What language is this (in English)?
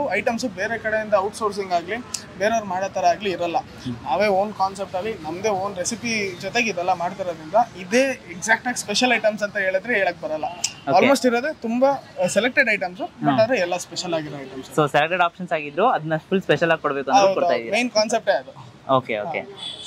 Kannada